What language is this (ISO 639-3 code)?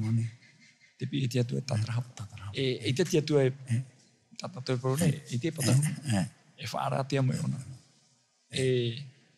tah